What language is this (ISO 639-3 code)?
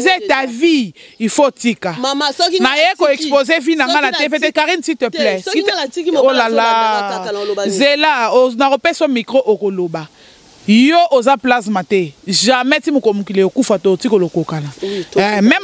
lin